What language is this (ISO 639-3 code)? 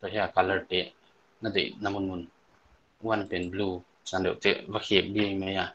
pck